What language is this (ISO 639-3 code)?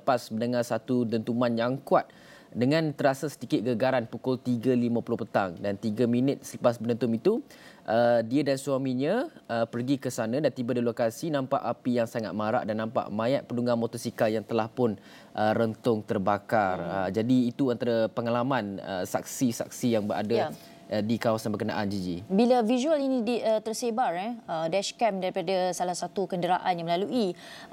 msa